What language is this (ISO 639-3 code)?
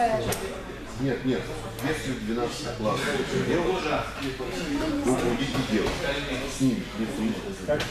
rus